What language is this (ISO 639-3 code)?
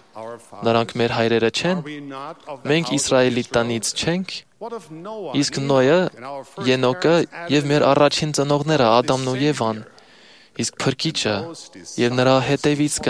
hye